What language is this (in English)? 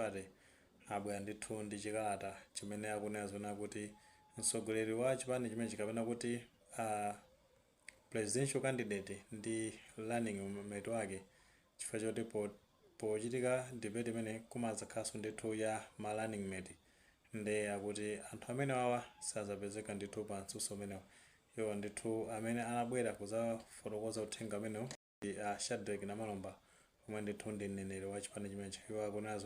Nyanja